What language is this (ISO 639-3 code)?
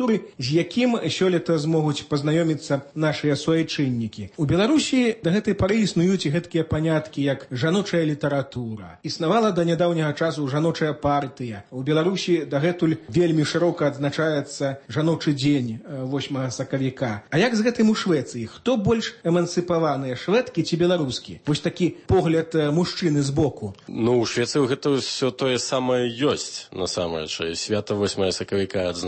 bel